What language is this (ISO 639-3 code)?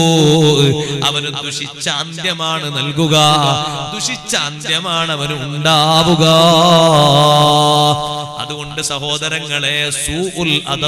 mal